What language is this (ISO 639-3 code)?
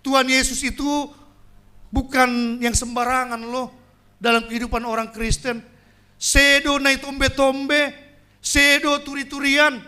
bts